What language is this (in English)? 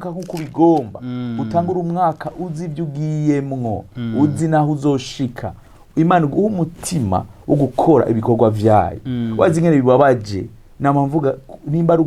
Rundi